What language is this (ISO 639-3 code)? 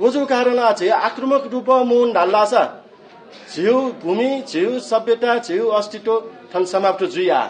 new